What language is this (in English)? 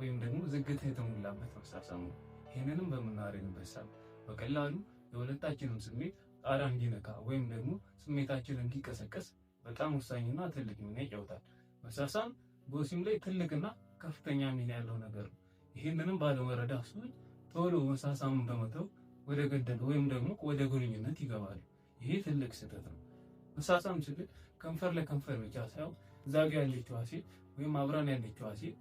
Amharic